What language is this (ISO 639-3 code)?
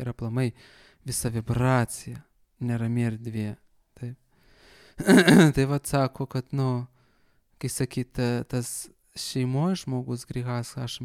lit